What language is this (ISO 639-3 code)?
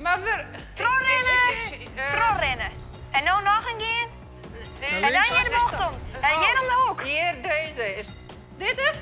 fry